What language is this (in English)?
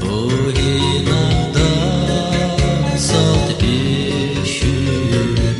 Gagauz